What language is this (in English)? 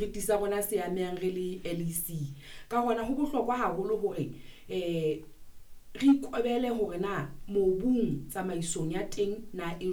Southern Sotho